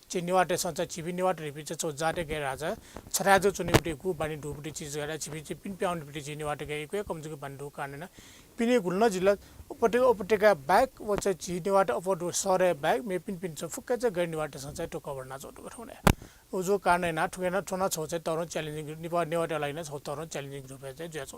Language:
Newari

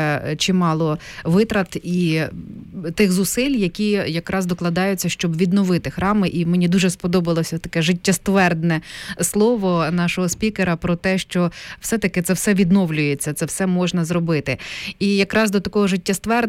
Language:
Ukrainian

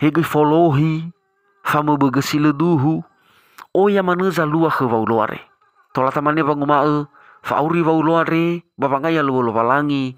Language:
Nias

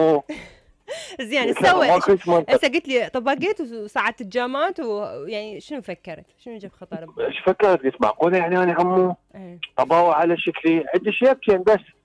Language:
Mesopotamian Arabic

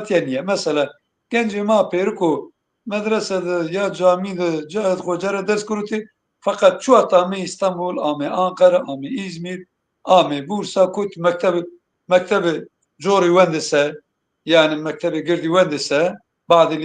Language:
Zaza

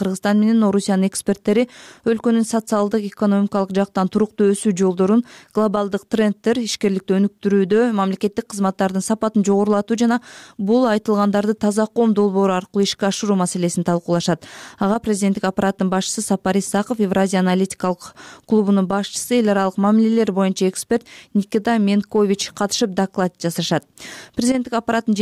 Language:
Kyrgyz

